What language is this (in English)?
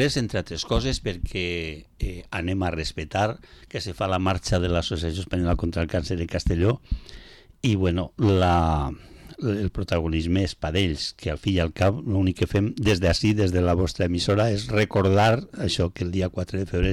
Catalan